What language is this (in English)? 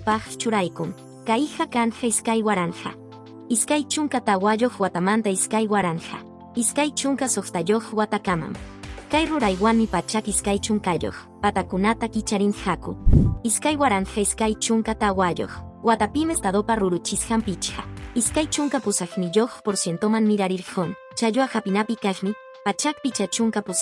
Quechua